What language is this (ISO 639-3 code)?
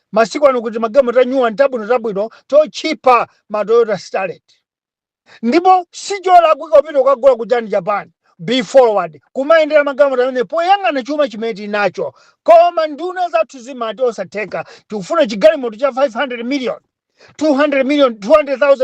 nya